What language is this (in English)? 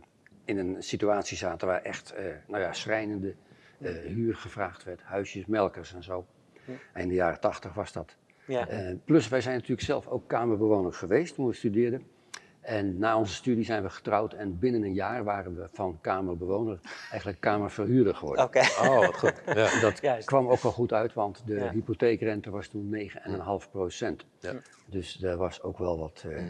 Dutch